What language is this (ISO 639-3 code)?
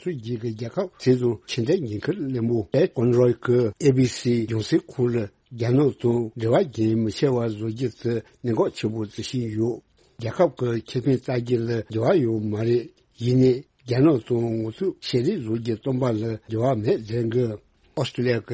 bod